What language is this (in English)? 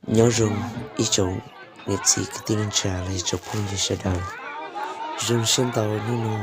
Hmong